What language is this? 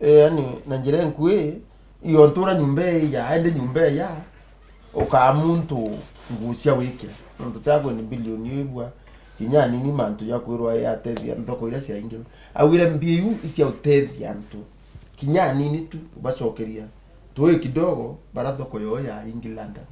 Meru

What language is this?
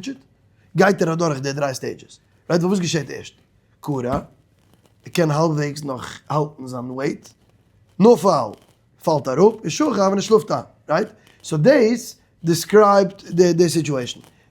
Yiddish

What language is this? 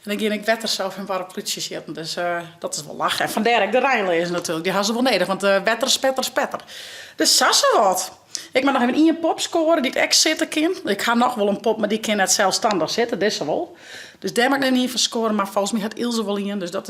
Western Frisian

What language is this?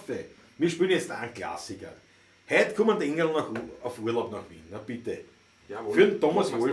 Bavarian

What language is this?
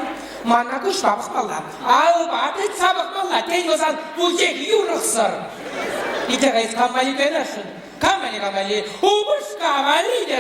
Chuvash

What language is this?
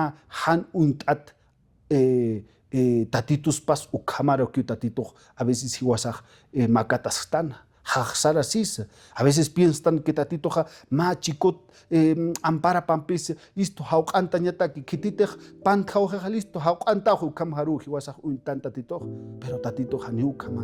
Aymara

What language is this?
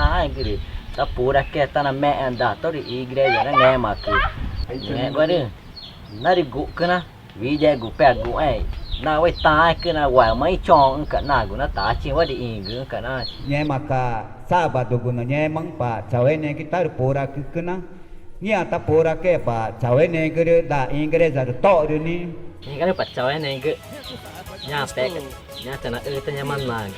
Ticuna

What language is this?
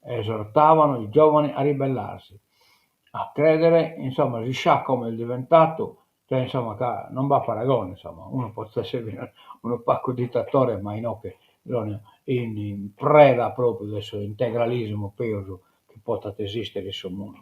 Sardinian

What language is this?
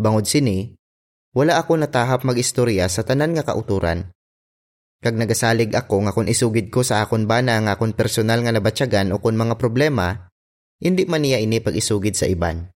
Hiligaynon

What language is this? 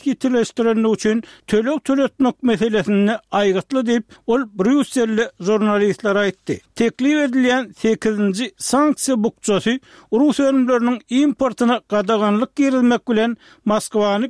Turkmen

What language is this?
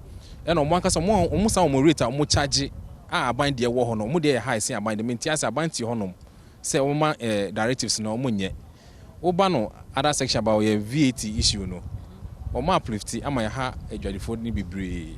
Akan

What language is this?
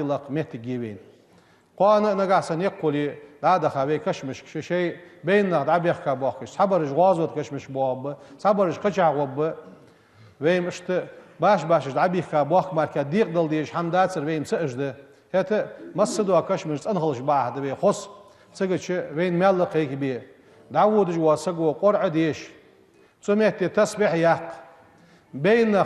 Ingush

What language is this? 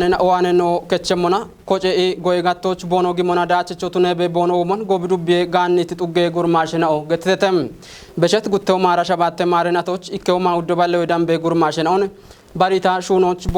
Kafa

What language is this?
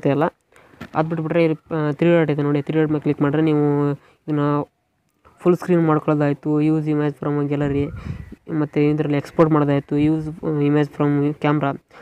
Kannada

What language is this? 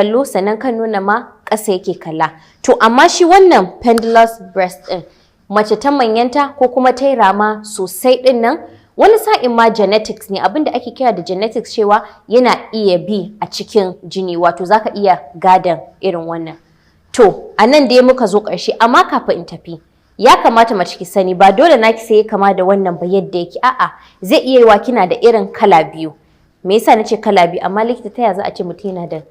Hausa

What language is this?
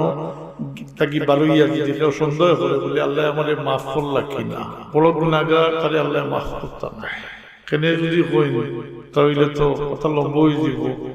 Sylheti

